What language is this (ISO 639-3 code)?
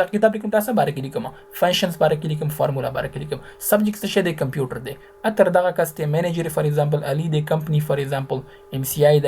pus